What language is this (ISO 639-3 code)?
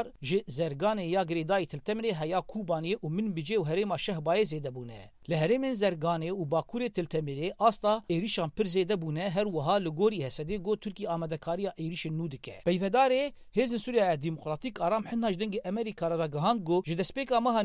kur